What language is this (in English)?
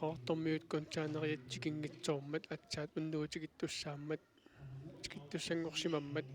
Kalaallisut